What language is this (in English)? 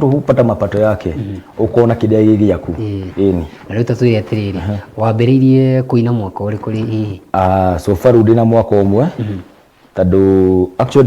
Kikuyu